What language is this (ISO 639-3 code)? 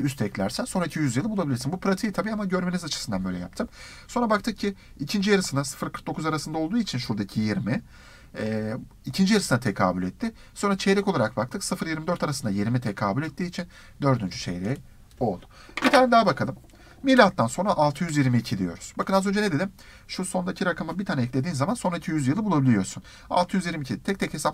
tur